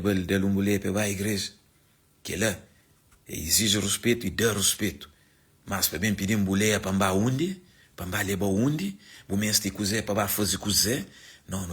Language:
Kabuverdianu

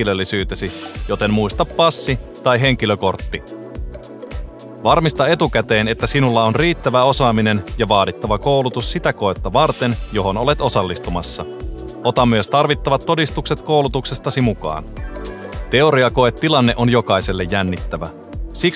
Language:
Finnish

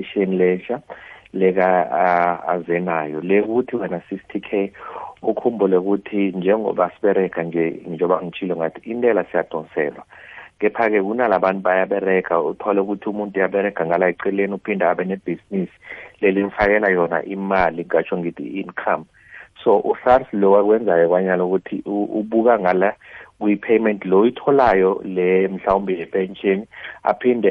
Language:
South Ndebele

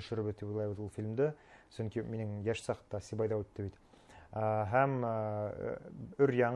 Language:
Bashkir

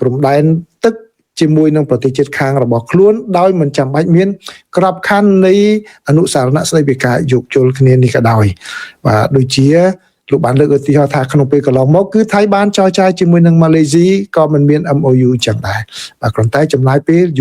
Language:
Khmer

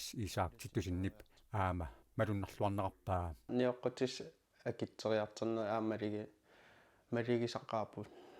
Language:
Kalaallisut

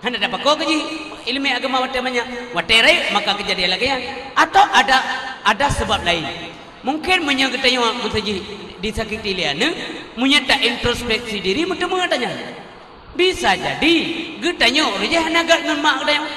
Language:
Achinese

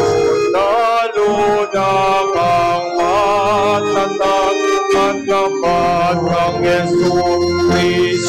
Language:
Pampanga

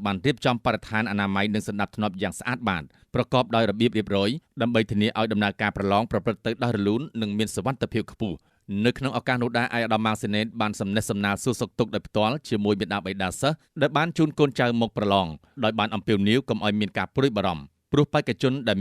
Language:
Khmer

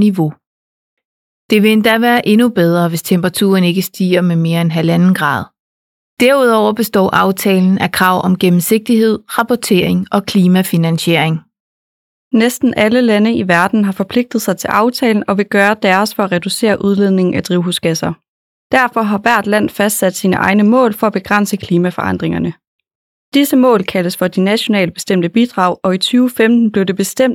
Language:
Danish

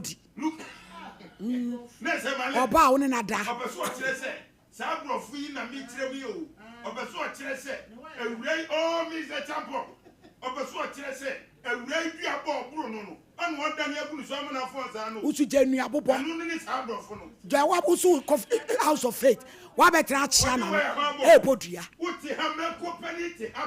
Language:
Akan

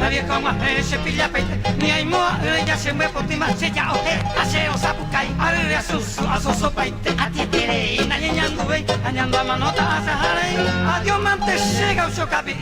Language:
Guarani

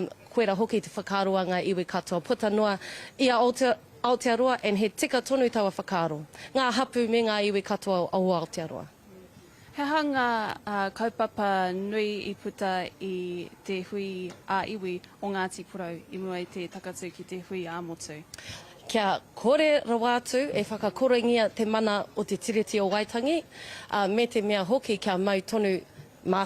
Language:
Māori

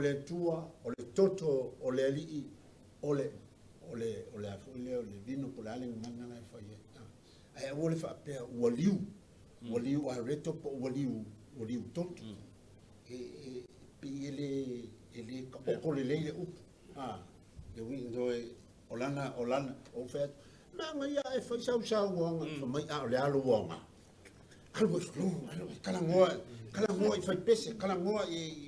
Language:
Samoan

